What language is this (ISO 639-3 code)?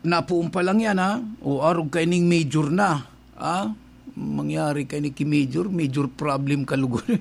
bik